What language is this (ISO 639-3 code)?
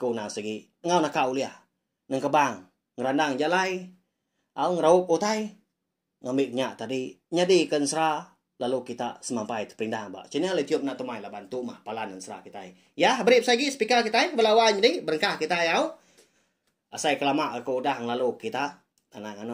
iba